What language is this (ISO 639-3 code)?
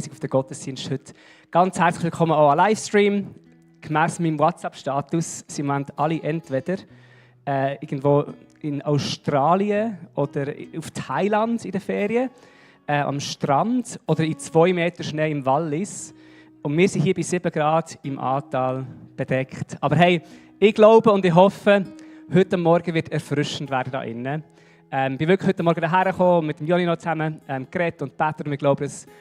gsw